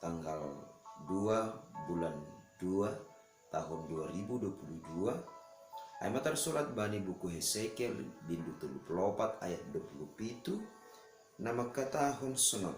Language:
Batak Simalungun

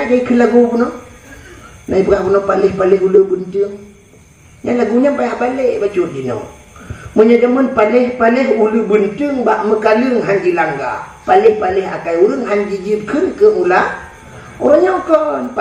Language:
Achinese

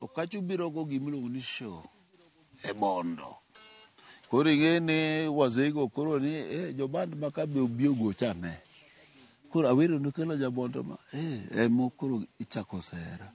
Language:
Luo (Kenya and Tanzania)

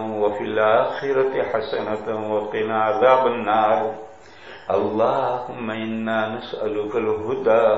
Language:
Urdu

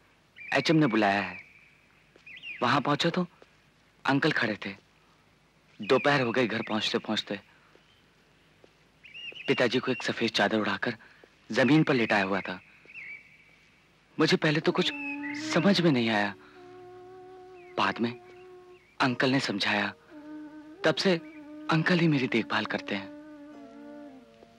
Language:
Hindi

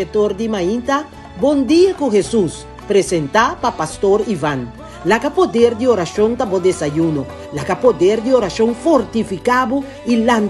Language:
Papiamento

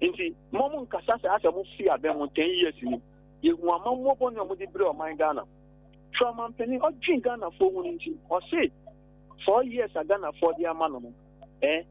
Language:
Akan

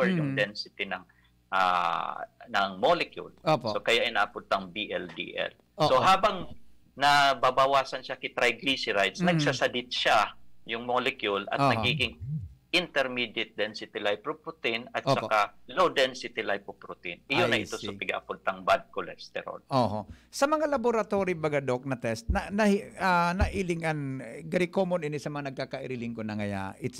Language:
Bikol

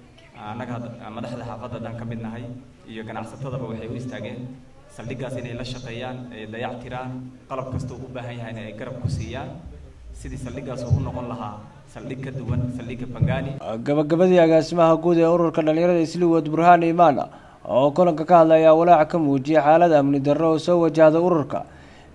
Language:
Somali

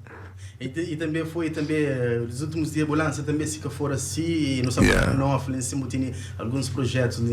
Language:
Kabuverdianu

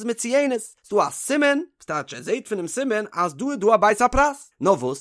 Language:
Yiddish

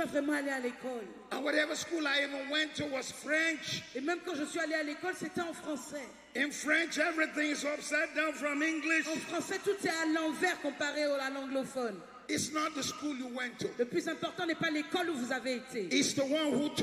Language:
French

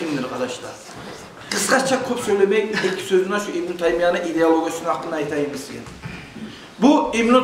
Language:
Kumyk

